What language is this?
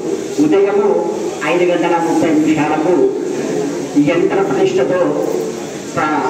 Telugu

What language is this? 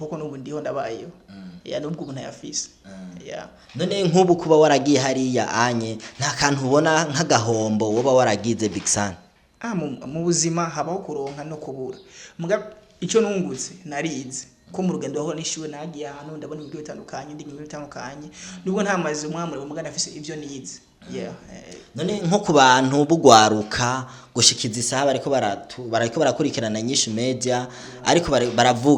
Rundi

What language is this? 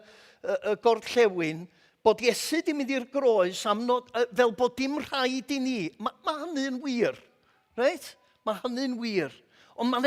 Welsh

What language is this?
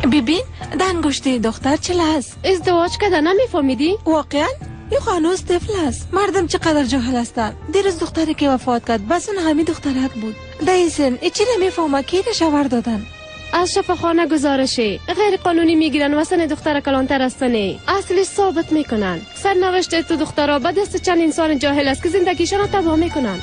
Tajik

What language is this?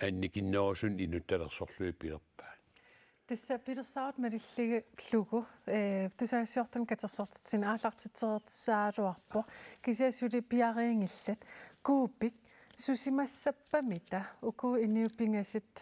Kalaallisut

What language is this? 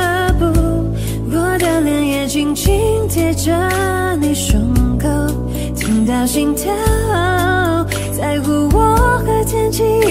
Chinese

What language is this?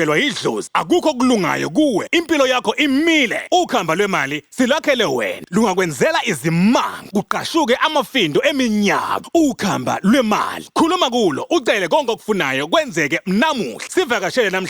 Zulu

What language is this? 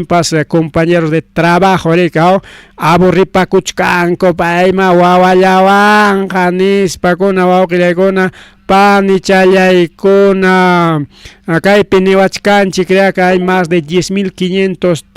Ayacucho Quechua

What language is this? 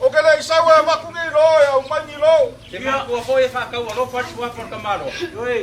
Samoan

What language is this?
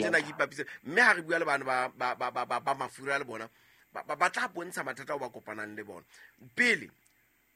Southern Sotho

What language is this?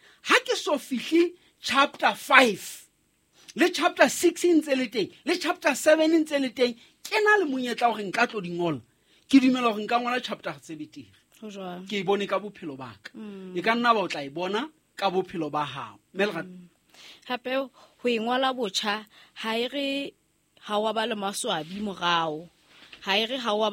Southern Sotho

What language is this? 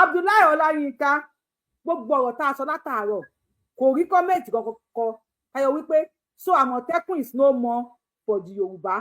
Yoruba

